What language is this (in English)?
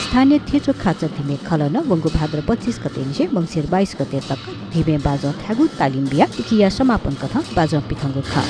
Newari